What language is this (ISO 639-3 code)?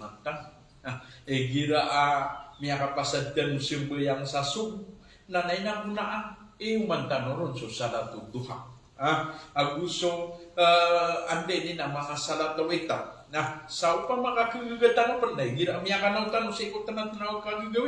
mrw